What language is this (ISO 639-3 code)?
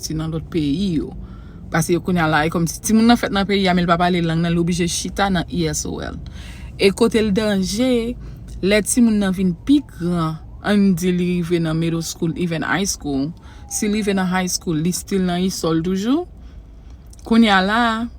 hat